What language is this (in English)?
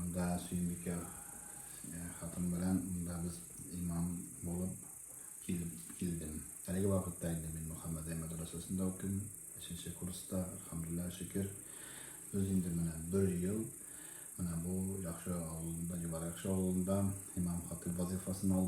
Tatar